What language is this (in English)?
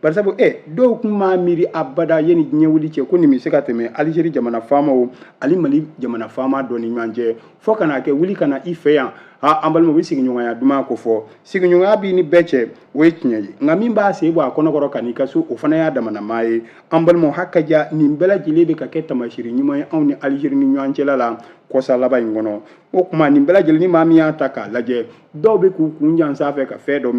Bambara